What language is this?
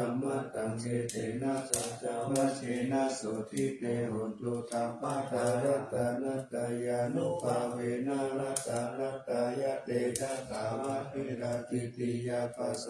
Pali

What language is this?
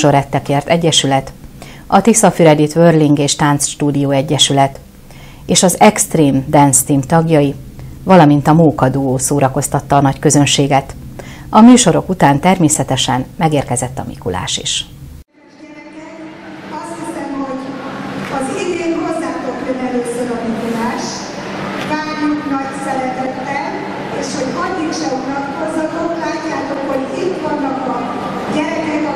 Hungarian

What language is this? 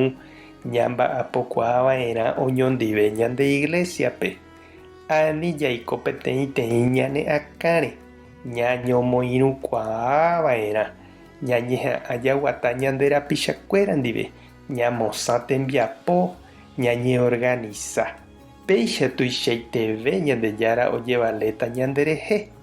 Guarani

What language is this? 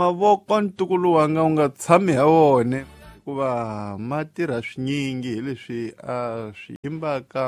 Tsonga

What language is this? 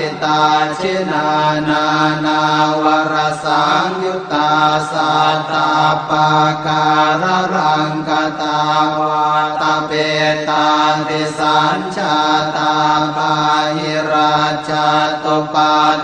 Pali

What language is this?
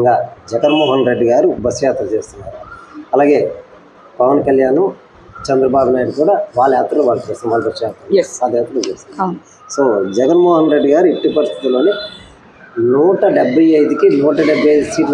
Telugu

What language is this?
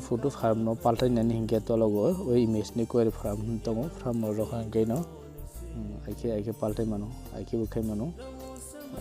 Kok Borok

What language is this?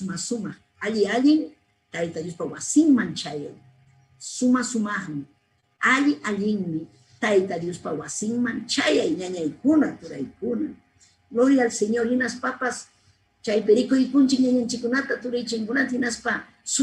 Ayacucho Quechua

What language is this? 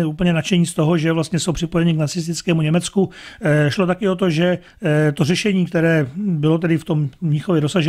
Czech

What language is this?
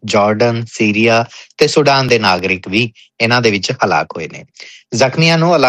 Punjabi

